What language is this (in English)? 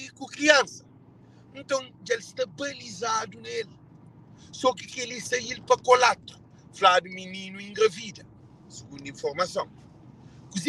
Kabuverdianu